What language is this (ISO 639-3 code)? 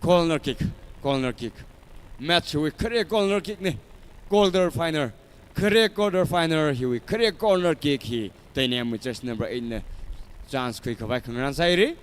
nmf